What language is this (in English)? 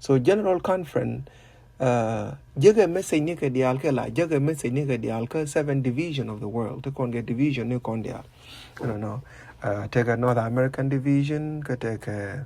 Nuer